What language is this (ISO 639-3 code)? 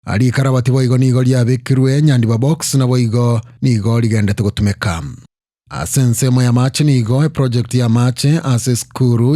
guz